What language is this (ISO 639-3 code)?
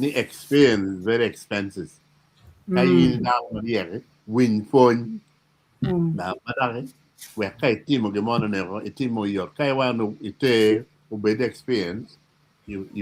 ach